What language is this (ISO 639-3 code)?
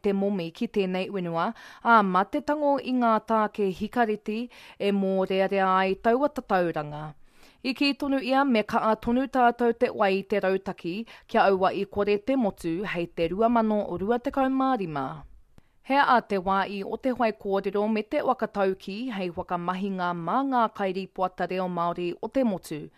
mri